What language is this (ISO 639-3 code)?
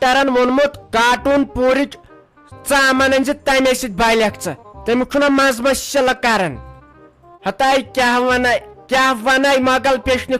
kas